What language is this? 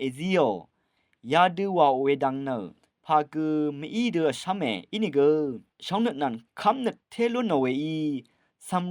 Rawang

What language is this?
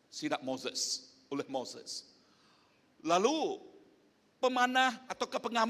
Iban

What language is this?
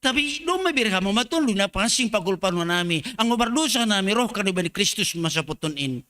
Batak Simalungun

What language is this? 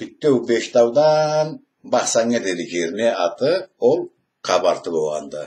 Karachay-Balkar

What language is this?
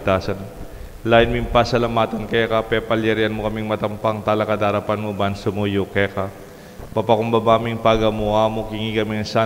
Pampanga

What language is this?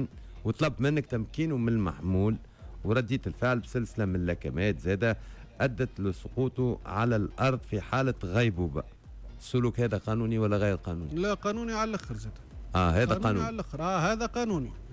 Tunisian Arabic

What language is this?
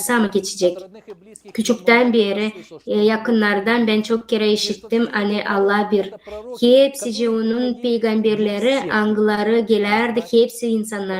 Gagauz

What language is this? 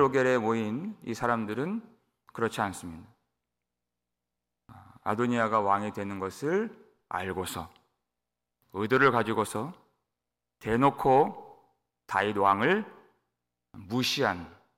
Korean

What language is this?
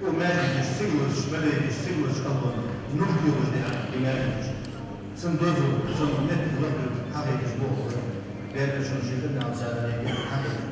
Ingush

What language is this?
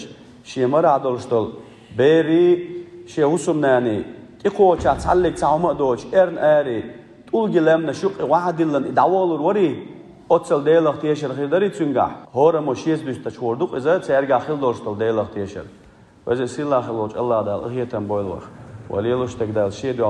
Chechen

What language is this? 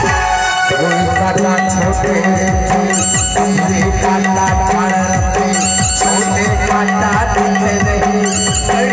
Chhattisgarhi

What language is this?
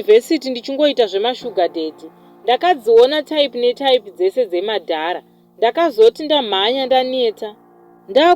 Shona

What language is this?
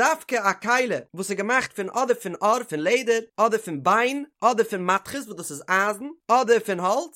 Yiddish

